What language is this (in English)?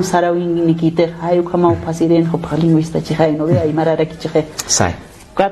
Aymara